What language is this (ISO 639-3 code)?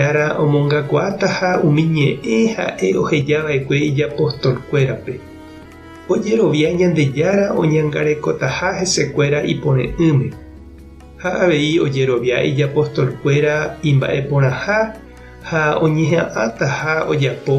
grn